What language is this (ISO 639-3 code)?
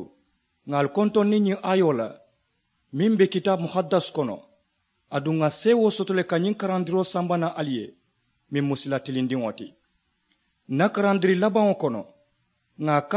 man